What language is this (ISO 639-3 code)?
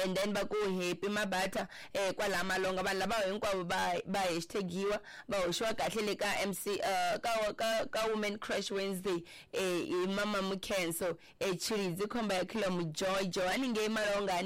tso